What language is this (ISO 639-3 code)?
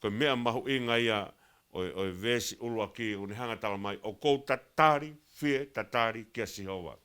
ton